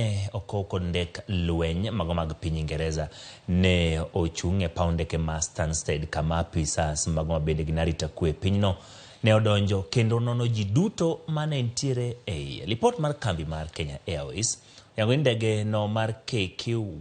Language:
Luo (Kenya and Tanzania)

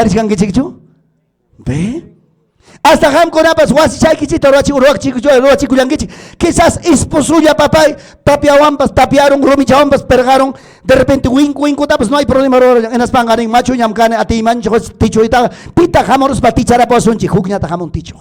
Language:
Ayacucho Quechua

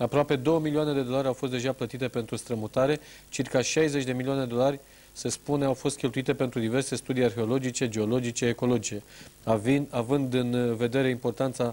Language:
Romanian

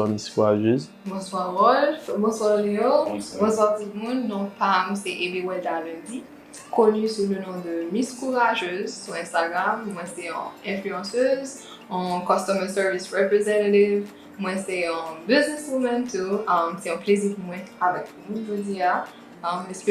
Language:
Haitian Creole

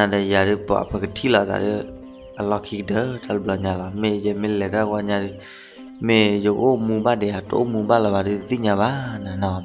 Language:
S'gaw Karen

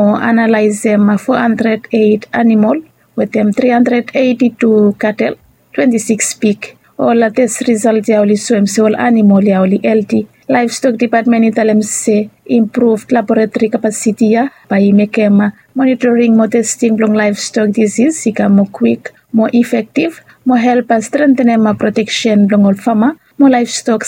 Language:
Bislama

